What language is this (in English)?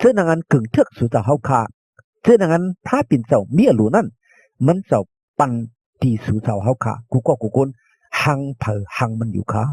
Shan